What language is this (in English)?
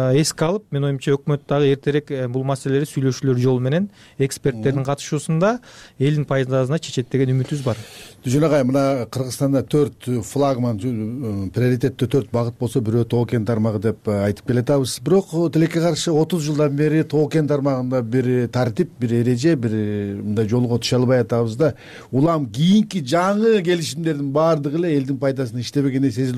Kyrgyz